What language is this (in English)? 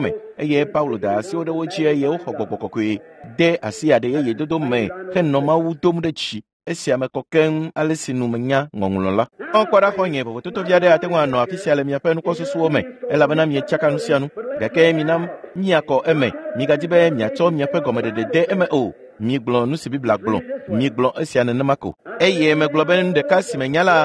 Ewe